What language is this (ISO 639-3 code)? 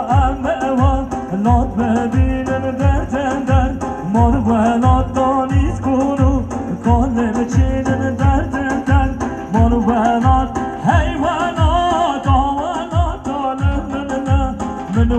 kur